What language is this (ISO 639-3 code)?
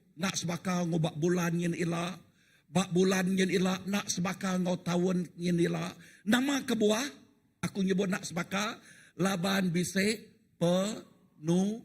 iba